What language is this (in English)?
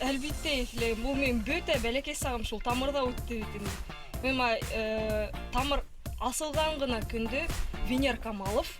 Bashkir